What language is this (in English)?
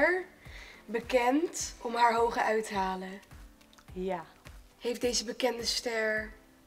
Dutch